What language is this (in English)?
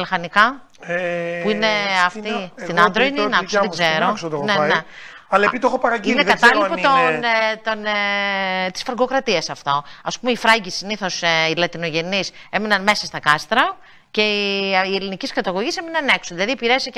Greek